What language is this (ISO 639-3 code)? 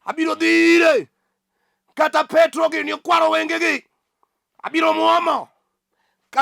luo